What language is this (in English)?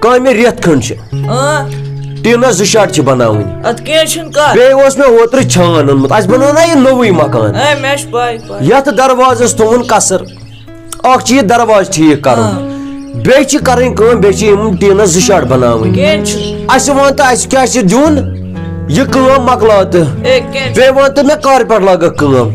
Kashmiri